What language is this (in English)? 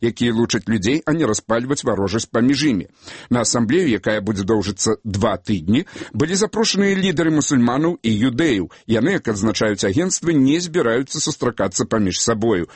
Belarusian